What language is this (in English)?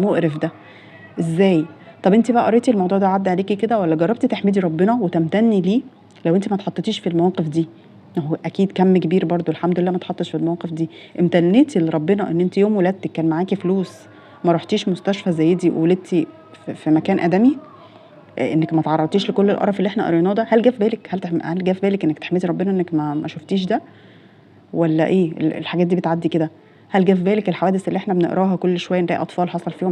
Egyptian Arabic